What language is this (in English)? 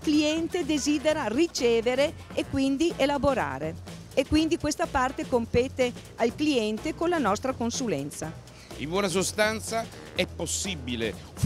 Italian